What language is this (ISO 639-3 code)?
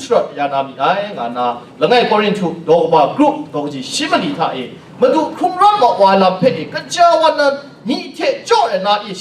kac